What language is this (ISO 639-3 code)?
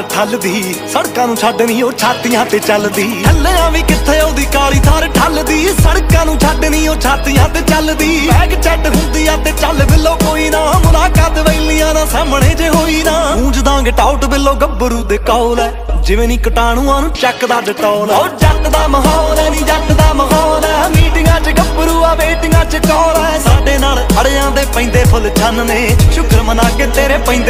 pan